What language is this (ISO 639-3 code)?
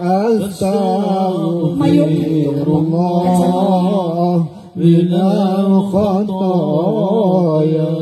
sun